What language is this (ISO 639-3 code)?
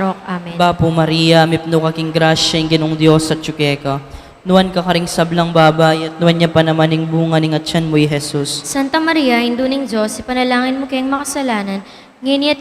pam